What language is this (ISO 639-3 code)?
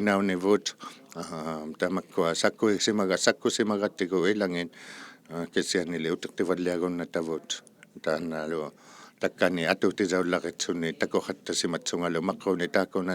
iku